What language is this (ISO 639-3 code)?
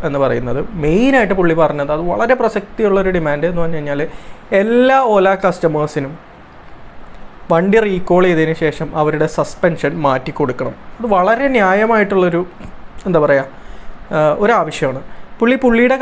mal